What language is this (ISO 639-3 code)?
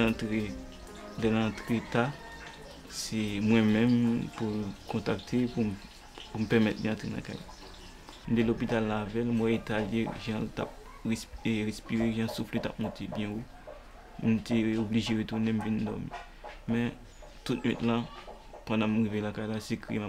hat